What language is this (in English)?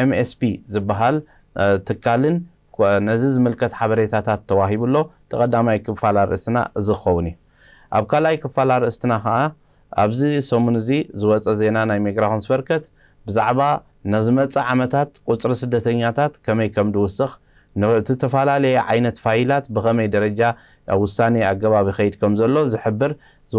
Tigrinya